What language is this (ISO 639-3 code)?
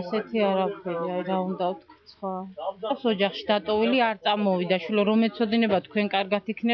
kat